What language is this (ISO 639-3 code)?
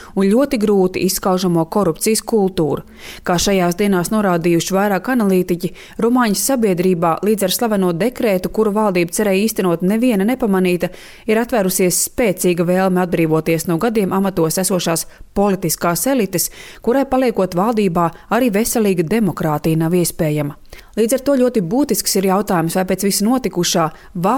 lav